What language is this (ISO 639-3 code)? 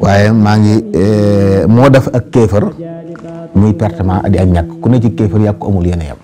wol